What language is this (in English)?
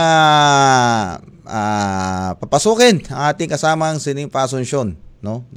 Filipino